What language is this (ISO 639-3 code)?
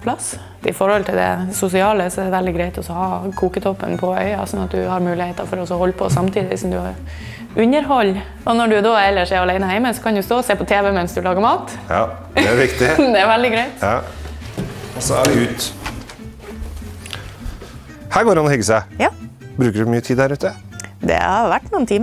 nor